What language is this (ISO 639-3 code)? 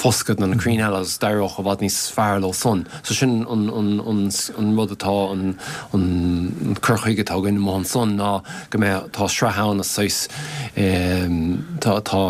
gle